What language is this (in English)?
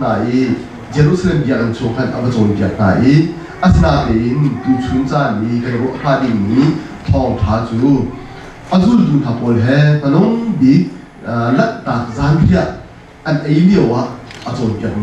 Hakha Chin